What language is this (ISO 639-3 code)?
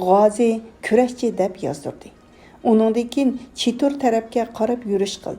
uig